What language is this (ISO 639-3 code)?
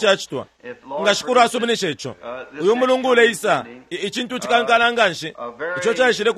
bem